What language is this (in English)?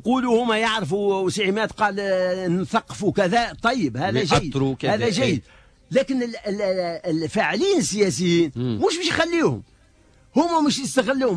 Tunisian Arabic